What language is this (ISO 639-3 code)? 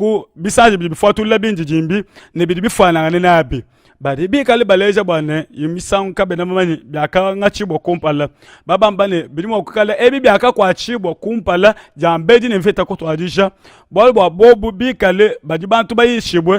lua